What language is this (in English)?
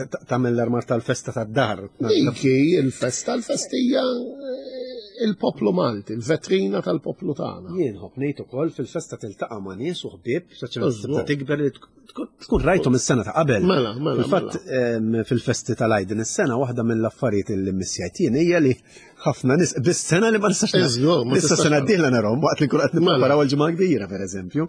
Maltese